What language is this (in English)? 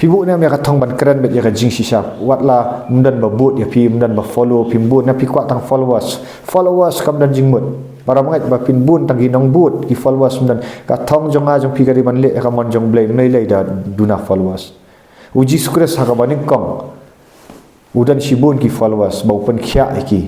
Khasi